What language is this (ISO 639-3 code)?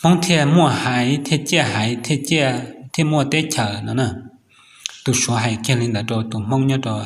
hmn